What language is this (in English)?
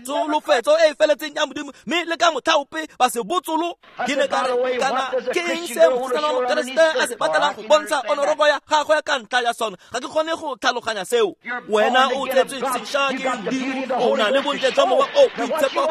Tswana